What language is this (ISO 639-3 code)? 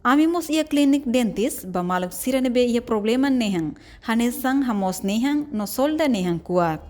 tet